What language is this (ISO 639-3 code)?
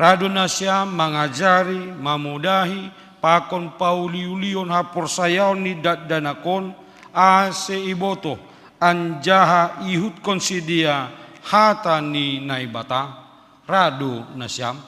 bts